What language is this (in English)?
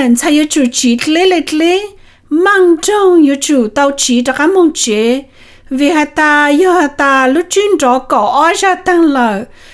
Hmong